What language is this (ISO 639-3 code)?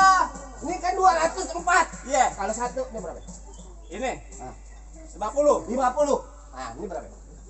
bew